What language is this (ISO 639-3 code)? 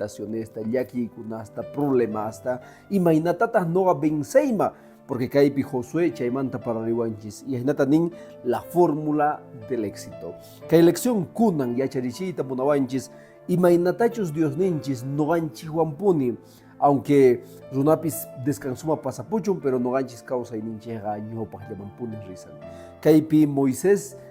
que